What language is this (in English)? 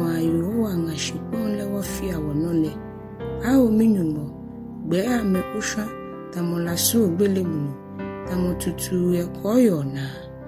Ga